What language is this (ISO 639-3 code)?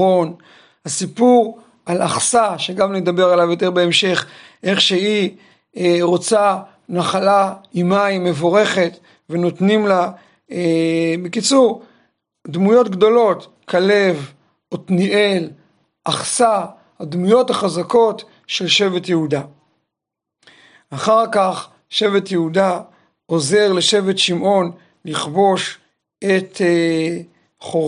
heb